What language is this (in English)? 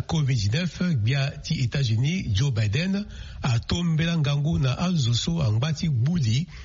Sango